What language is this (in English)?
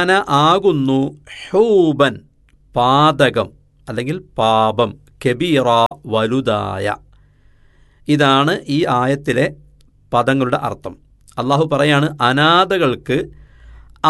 Malayalam